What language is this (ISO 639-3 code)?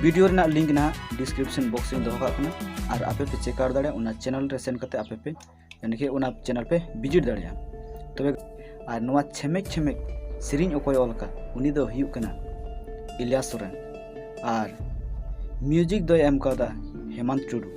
sat